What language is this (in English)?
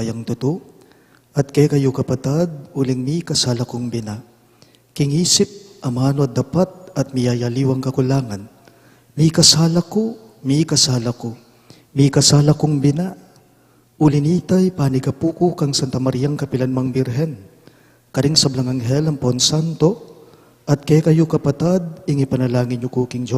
Pampanga